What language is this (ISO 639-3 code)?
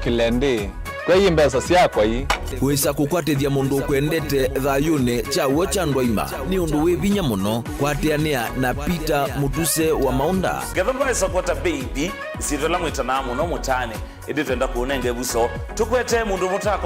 kam